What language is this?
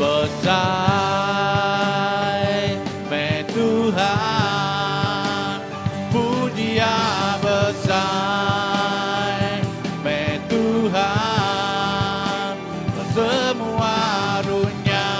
Iban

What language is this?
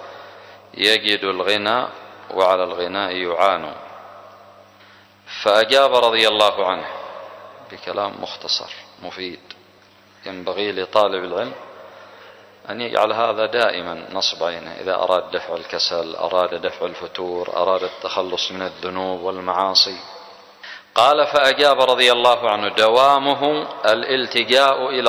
Arabic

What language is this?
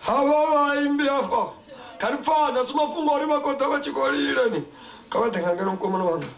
Venda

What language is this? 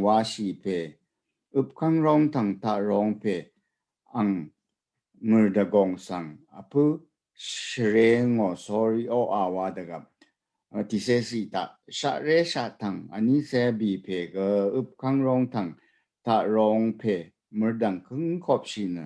Rawang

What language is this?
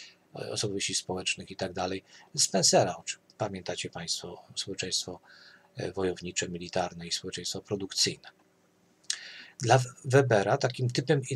Polish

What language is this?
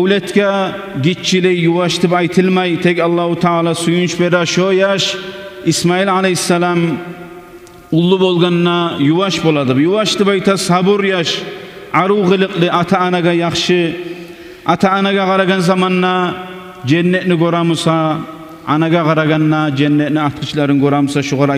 Kumyk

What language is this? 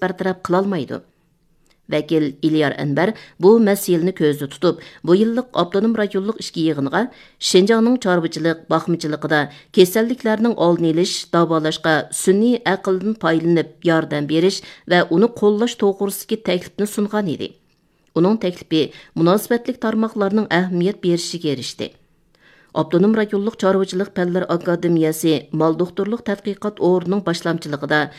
Uyghur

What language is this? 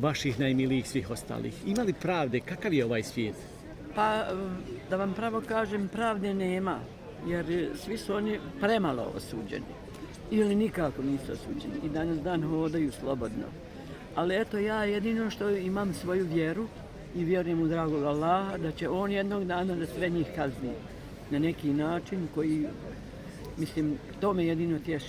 Bosnian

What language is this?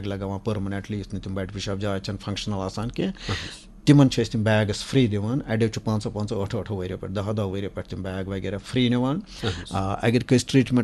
Kashmiri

